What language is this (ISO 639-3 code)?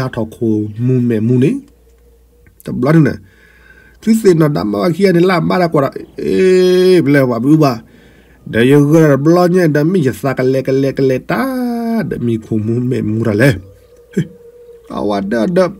ksw